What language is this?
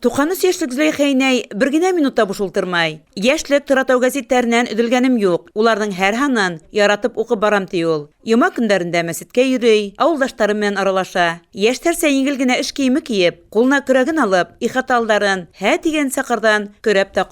Bashkir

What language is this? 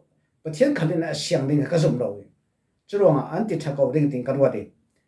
Falam Chin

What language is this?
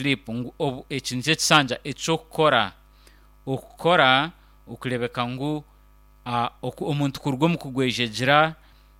Nyankole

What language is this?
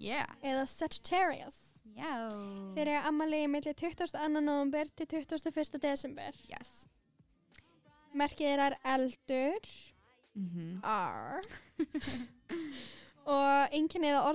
Icelandic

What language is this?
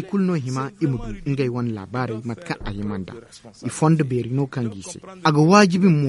Zarma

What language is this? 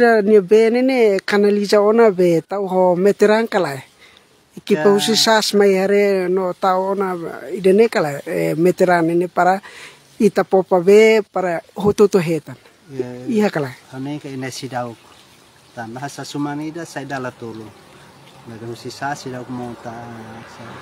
Tetum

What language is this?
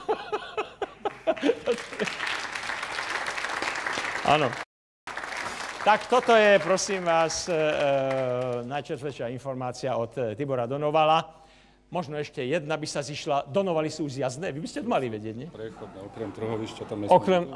Slovak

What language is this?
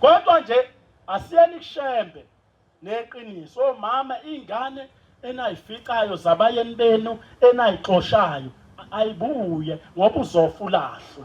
Zulu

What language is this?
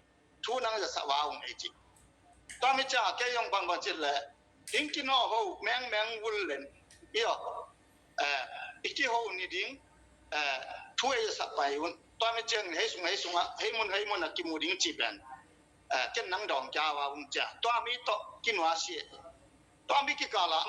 Tedim Chin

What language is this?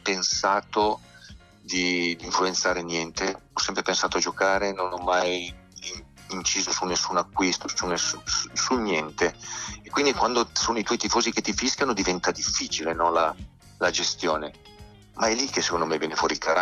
Italian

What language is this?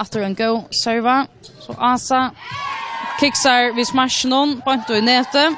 Faroese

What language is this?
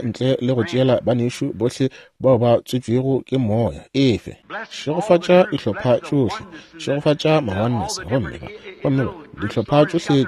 Northern Sotho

